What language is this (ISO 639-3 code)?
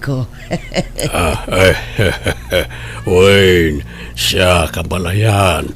ilo